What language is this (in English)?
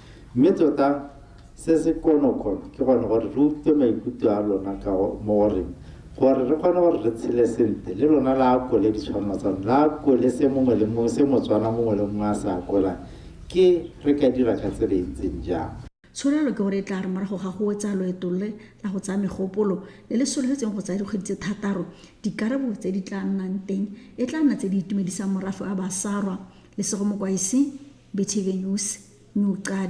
Tswana